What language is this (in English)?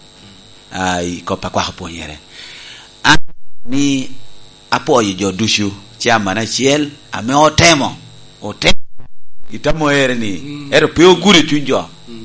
Lango (Uganda)